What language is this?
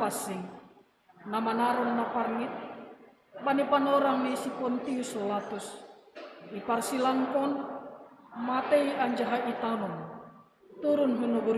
Batak Simalungun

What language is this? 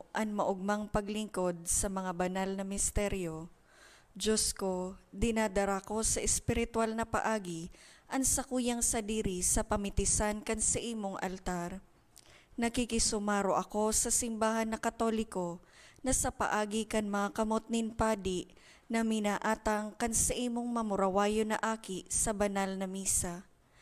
Bikol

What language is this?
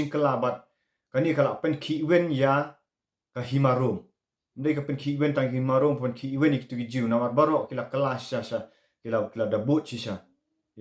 Khasi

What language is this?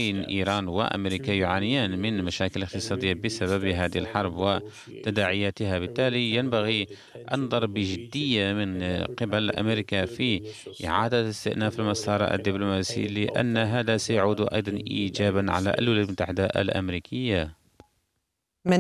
Arabic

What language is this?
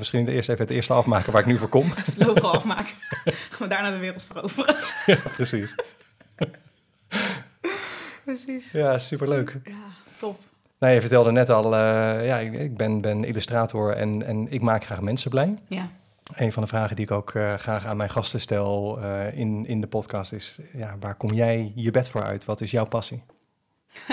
Dutch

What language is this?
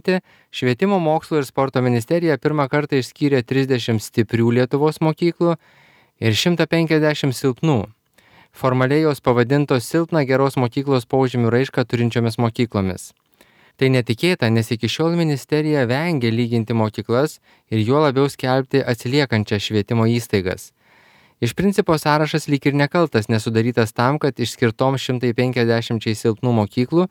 Lithuanian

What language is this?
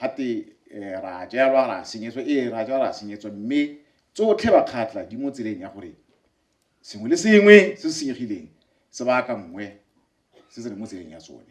Tswana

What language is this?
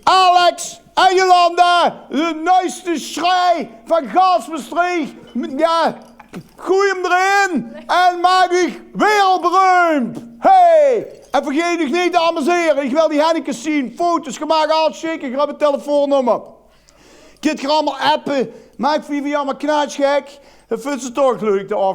Limburgish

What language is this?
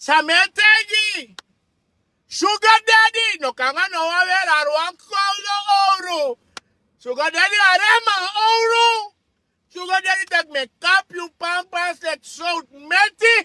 Sranan Tongo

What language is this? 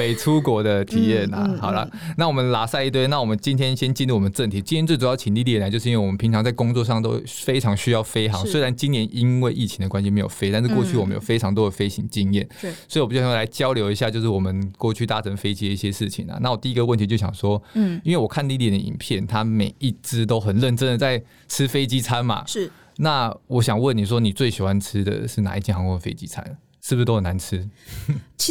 Chinese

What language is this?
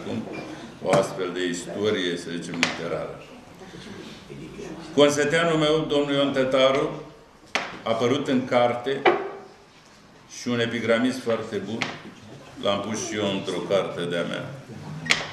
Romanian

